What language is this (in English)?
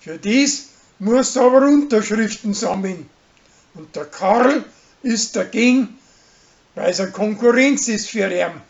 Bavarian